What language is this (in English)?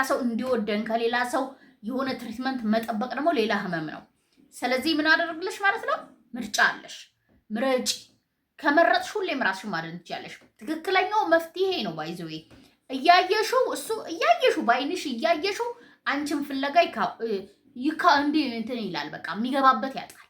Amharic